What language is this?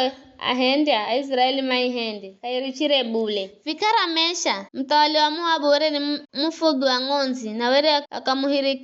Giryama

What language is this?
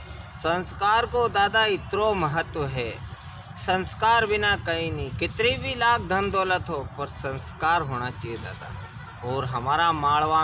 Rajasthani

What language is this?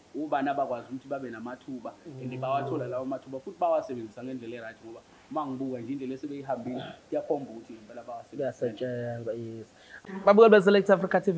Zulu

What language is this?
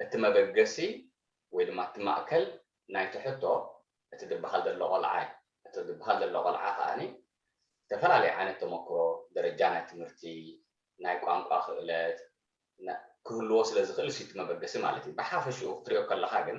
Tigrinya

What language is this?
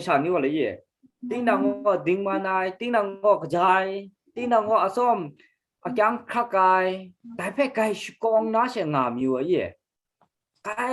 Kachin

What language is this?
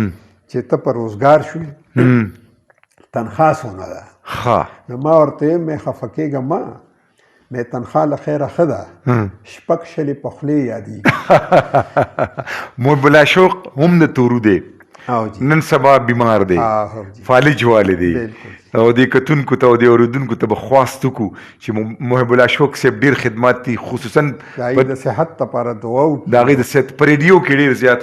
Pashto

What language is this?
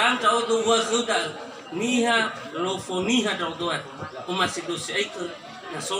Nias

